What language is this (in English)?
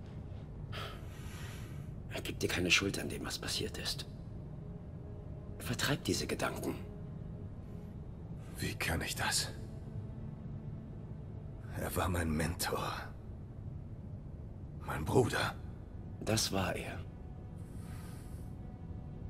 German